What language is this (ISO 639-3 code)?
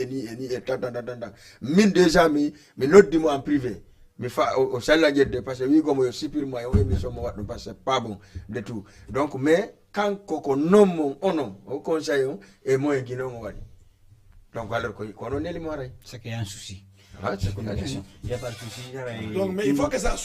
ful